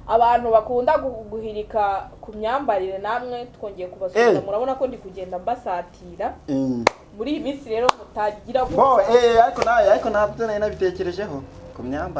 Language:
Kinyarwanda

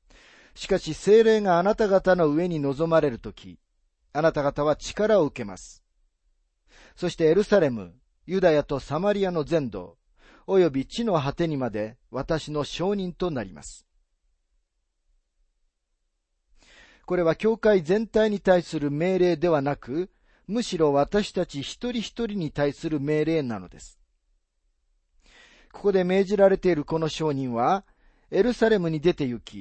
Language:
Japanese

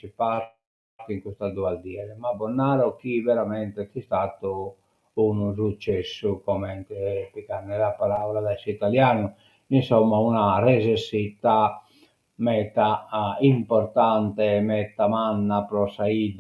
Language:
Sardinian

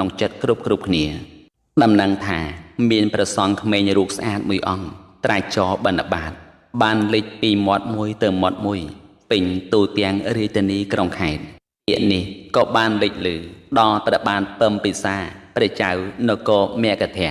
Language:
Khmer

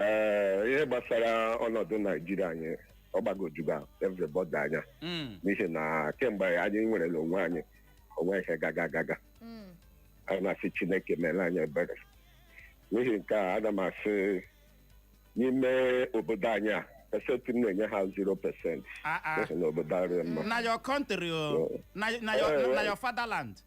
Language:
Igbo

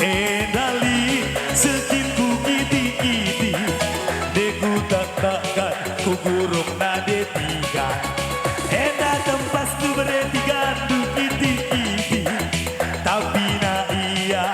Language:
Batak Karo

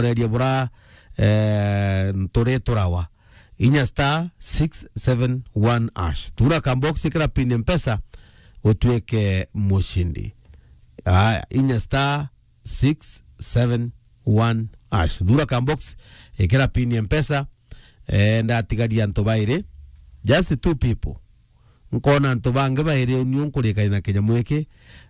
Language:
Meru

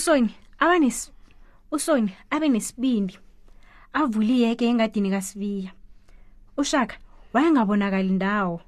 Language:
South Ndebele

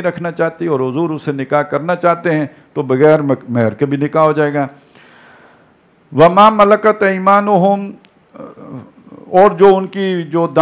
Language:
Urdu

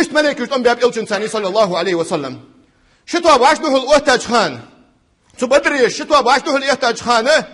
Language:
Ingush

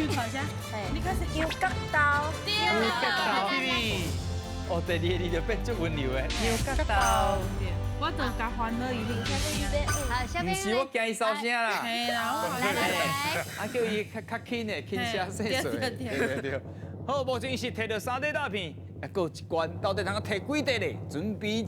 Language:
Min Nan Chinese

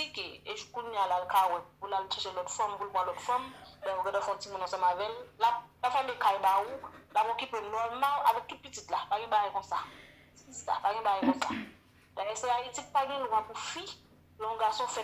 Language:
Haitian Creole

